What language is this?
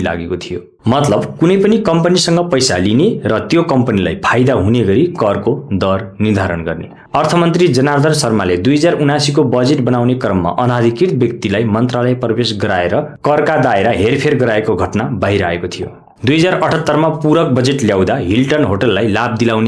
Nepali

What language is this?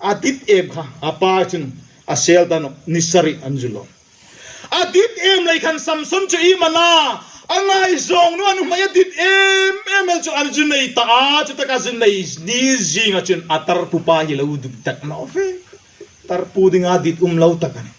Hmar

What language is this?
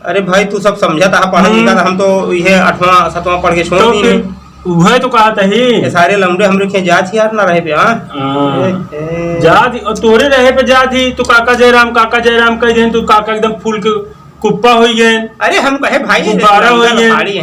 Awadhi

